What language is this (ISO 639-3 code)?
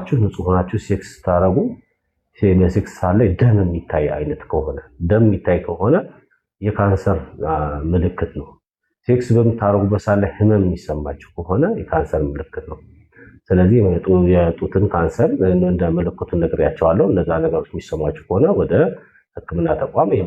amh